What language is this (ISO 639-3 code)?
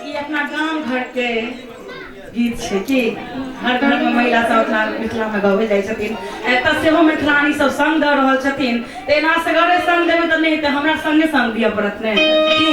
mai